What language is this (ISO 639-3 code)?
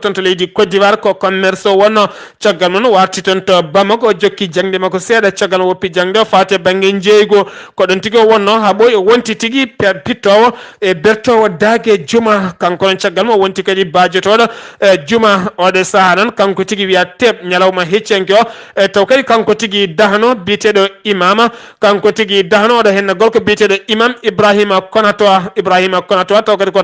ful